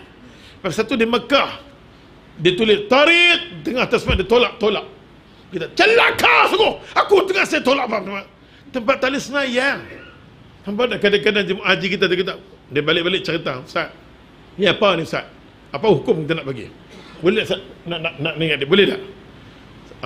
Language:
Malay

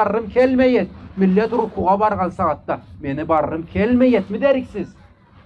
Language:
Karachay-Balkar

